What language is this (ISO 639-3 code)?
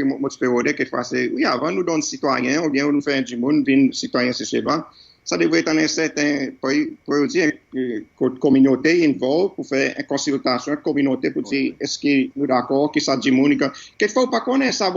crs